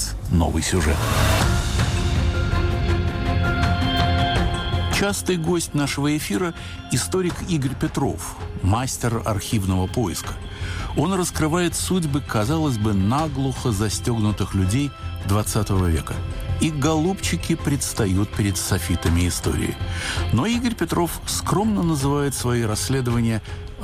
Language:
Russian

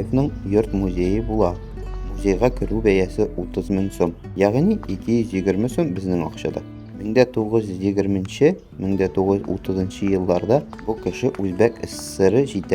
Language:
Tatar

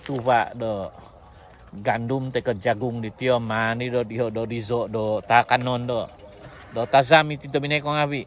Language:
Central Dusun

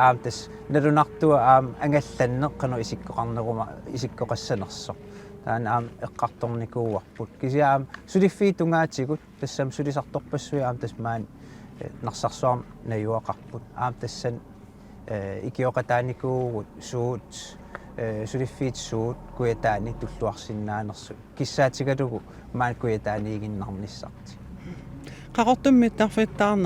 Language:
Kalaallisut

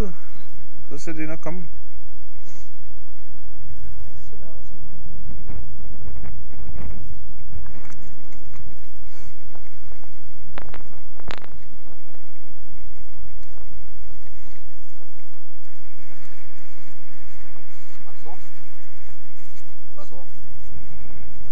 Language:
Danish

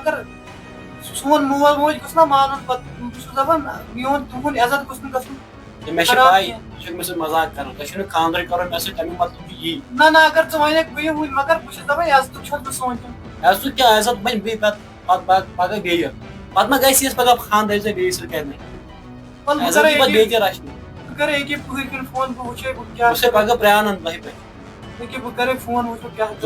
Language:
Kashmiri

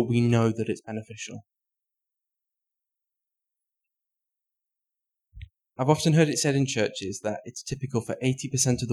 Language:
English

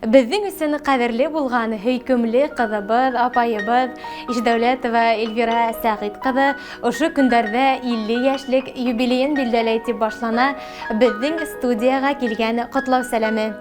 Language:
Bashkir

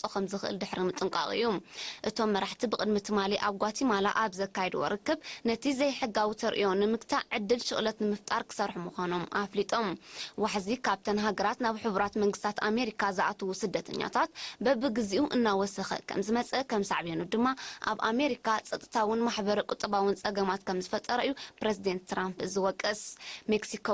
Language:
Tigrinya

